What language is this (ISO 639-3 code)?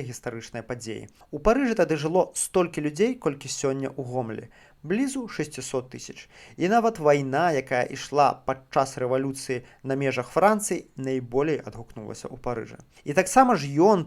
bel